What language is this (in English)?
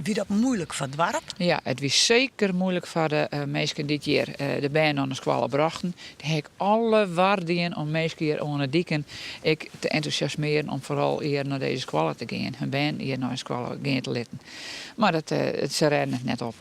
Western Frisian